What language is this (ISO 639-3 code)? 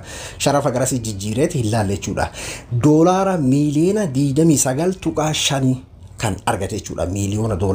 orm